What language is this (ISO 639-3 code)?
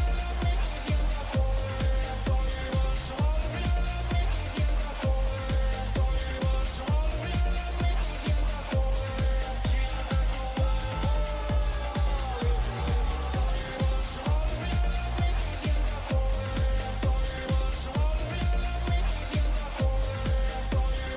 fin